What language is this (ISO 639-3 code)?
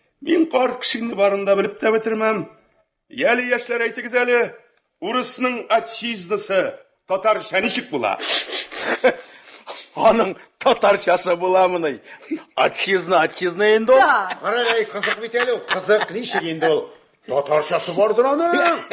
tat